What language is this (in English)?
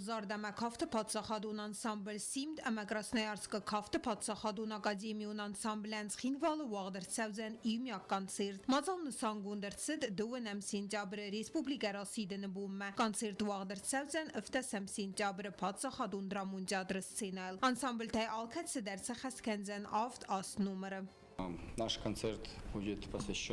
Ossetic